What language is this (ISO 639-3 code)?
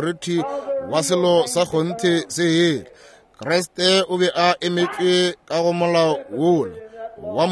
nso